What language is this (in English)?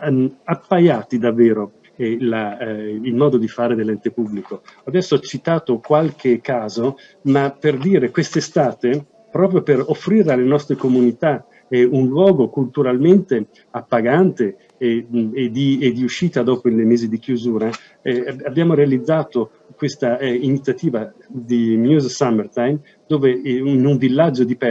Italian